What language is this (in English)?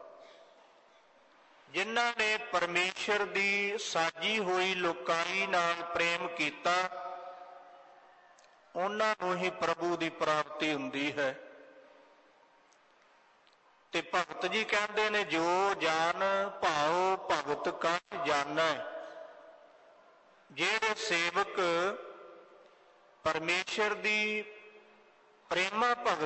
Punjabi